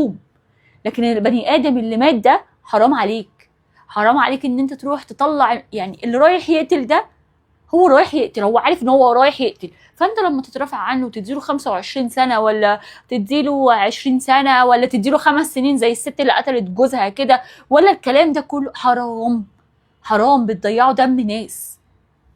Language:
Egyptian Arabic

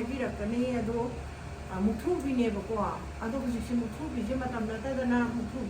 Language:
Manipuri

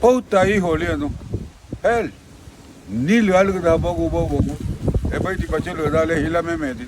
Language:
Garifuna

